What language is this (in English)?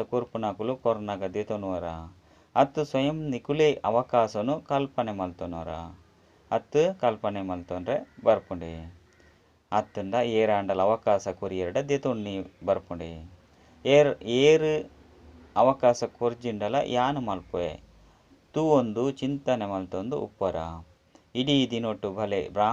Tulu